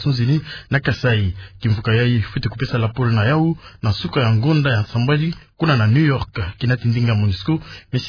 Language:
Kituba (Democratic Republic of Congo)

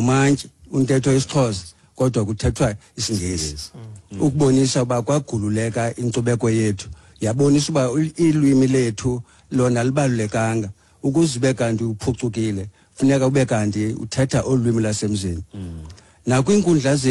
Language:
Xhosa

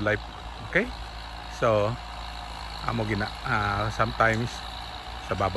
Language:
Hiligaynon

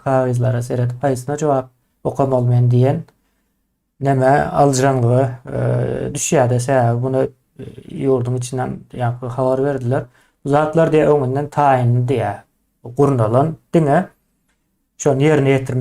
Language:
Turkmen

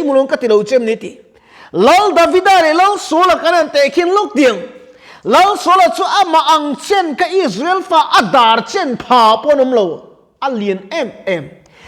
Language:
Mizo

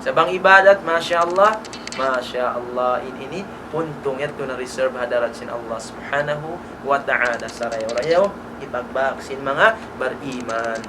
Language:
Tausug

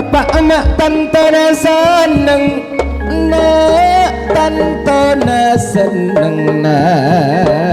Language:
Madurese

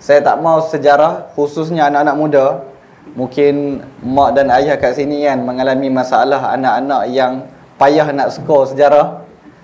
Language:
Malay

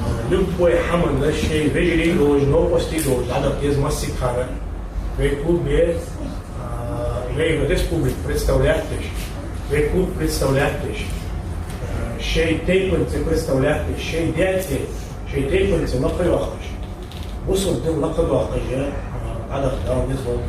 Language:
Ingush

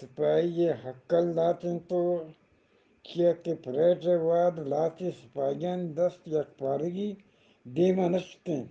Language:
Eastern Balochi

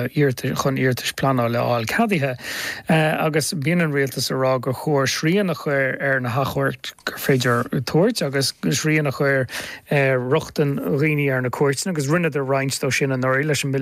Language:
Irish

